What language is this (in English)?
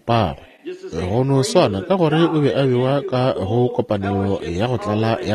Northern Sotho